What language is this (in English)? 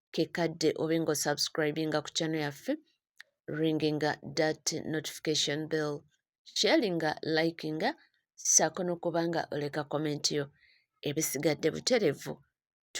Ganda